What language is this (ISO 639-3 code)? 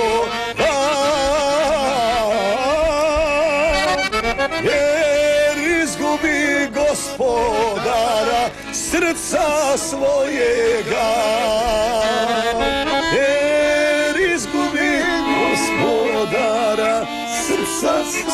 hrv